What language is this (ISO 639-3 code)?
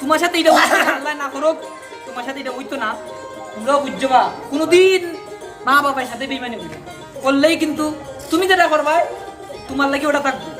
syl